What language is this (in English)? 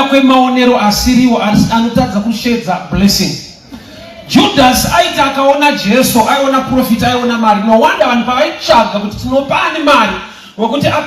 Shona